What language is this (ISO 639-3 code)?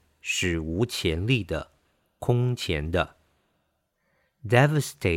zho